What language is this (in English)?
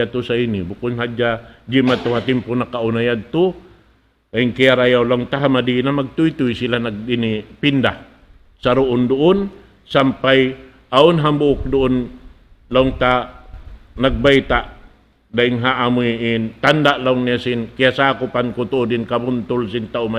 Tausug